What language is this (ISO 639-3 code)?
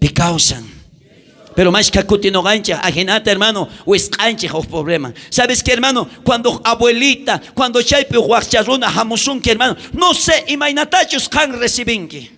quh